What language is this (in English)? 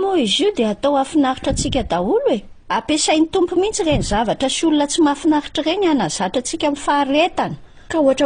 Malagasy